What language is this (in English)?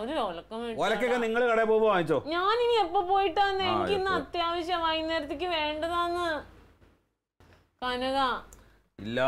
Malayalam